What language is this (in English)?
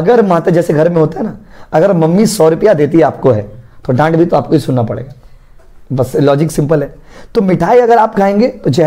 Hindi